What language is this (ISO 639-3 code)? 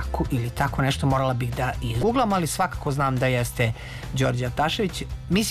srp